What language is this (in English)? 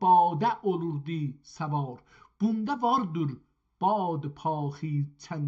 South Azerbaijani